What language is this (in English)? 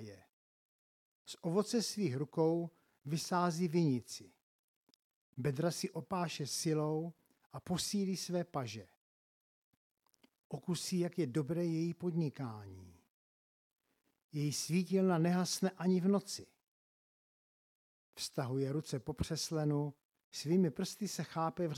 Czech